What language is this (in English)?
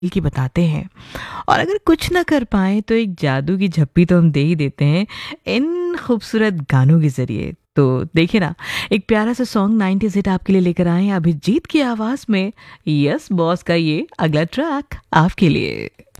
Hindi